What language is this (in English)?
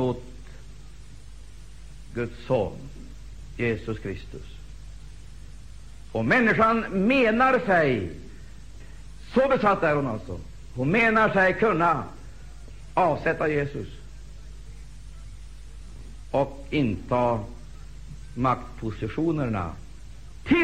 Swedish